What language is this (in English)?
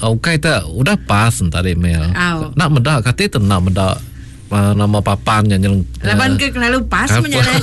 Iban